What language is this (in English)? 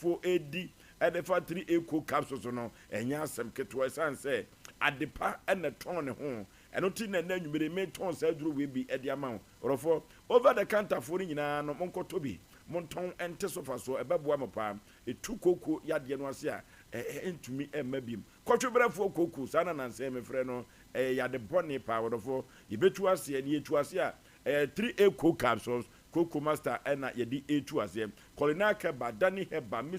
Akan